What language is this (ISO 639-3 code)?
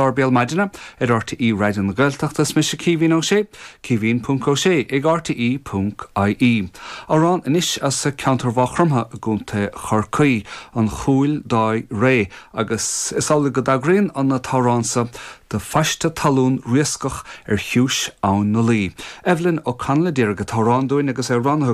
gle